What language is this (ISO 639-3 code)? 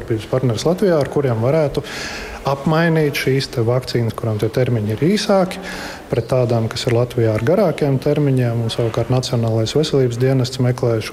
lav